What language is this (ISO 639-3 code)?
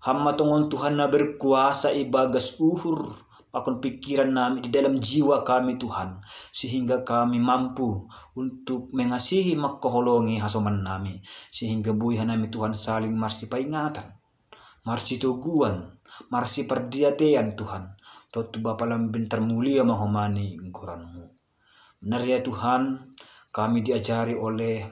bts